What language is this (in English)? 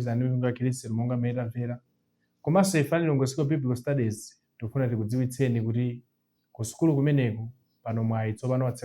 Nyanja